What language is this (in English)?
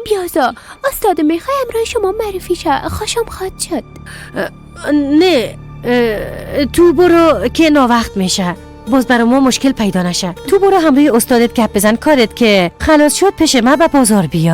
Persian